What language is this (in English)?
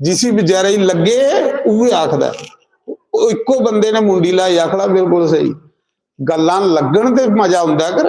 Dogri